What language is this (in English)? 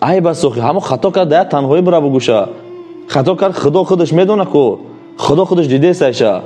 Tajik